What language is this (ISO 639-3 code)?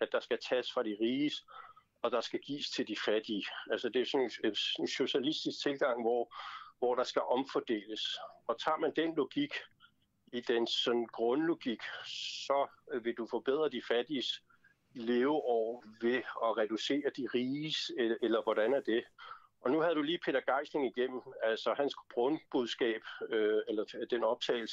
dan